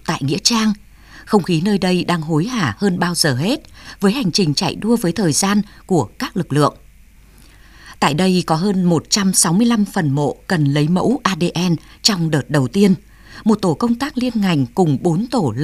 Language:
Vietnamese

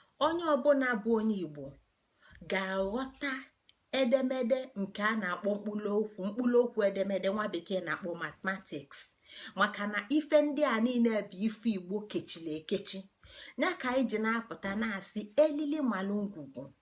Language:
Igbo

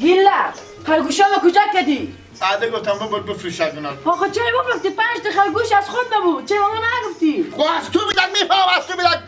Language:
Persian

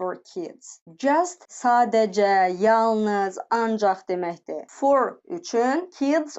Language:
Azerbaijani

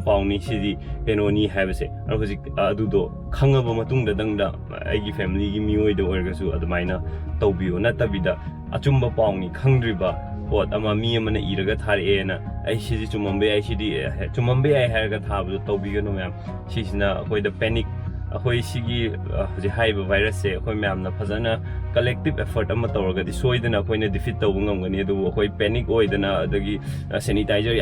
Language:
Manipuri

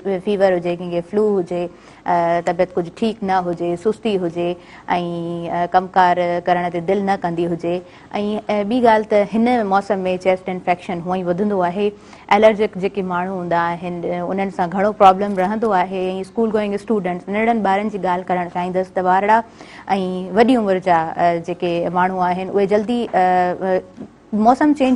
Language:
Sindhi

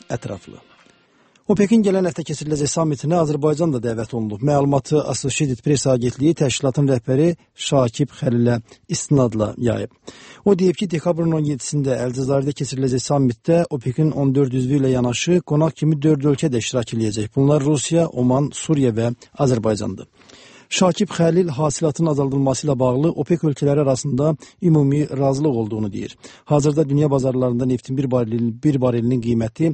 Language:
Azerbaijani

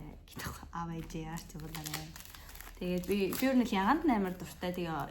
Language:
Mongolian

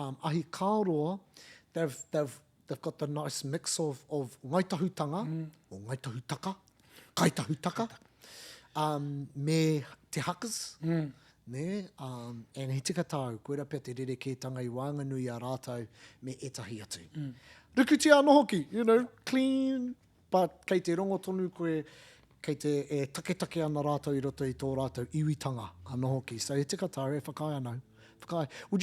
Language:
Māori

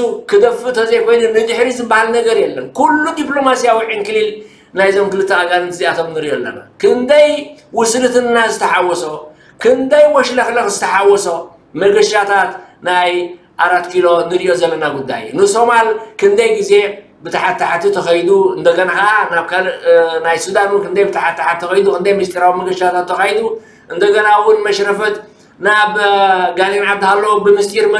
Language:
Tigrinya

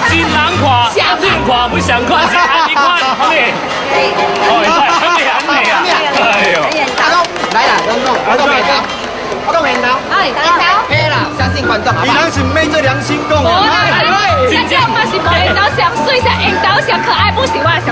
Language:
Min Nan Chinese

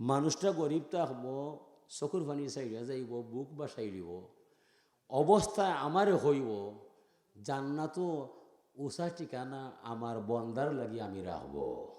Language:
Sylheti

